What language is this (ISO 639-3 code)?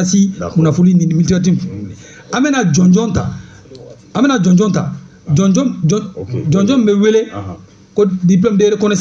bam